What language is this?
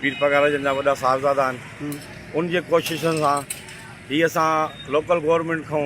Sindhi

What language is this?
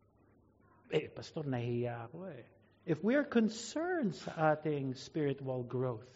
Filipino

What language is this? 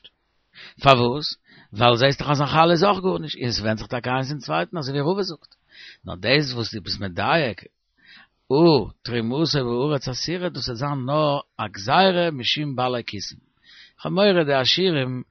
Yiddish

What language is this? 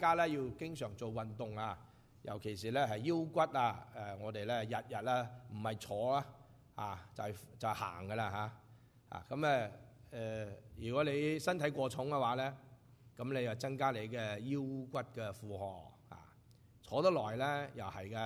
Cantonese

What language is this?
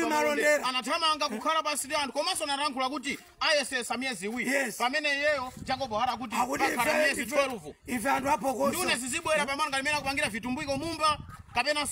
Nyanja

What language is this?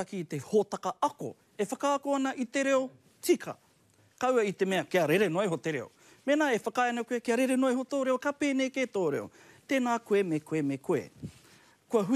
Māori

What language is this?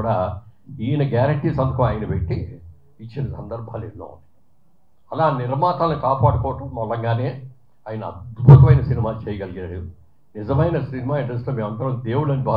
Telugu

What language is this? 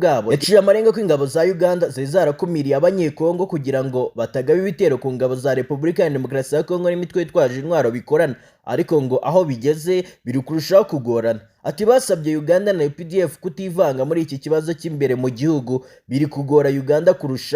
Kinyarwanda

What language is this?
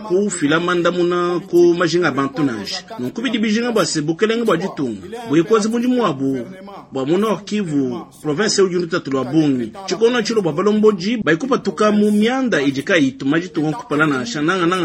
Luba-Lulua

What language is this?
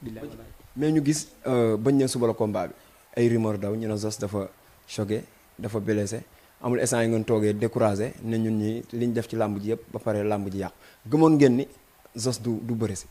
Wolof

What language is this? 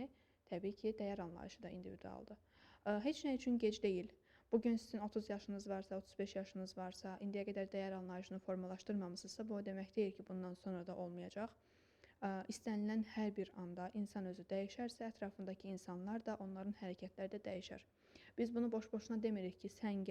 Azerbaijani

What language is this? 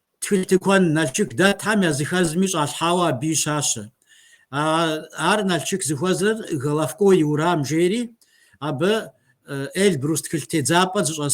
Kabardian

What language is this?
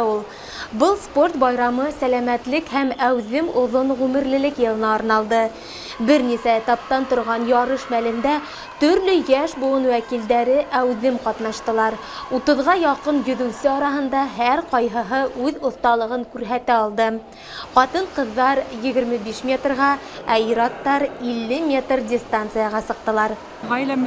Bashkir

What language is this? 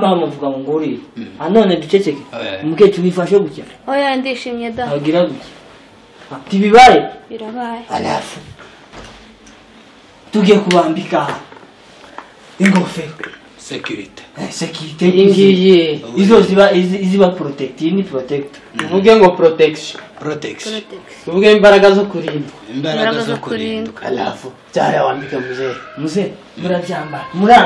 Kinyarwanda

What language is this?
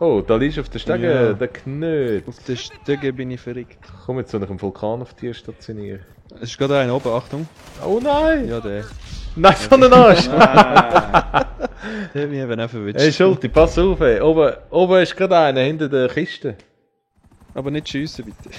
Swiss German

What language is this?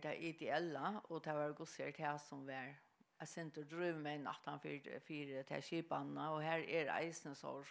Faroese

